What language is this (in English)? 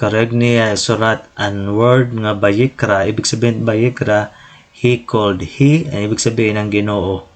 Waray